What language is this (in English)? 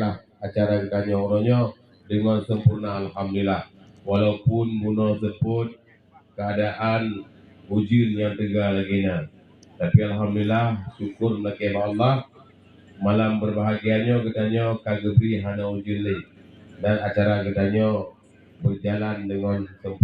Achinese